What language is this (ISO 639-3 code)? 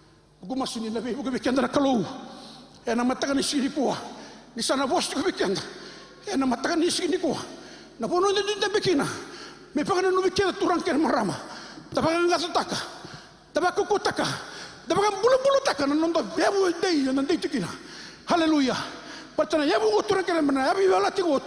fij